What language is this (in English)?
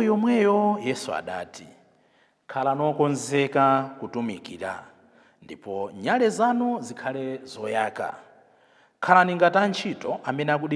Nyanja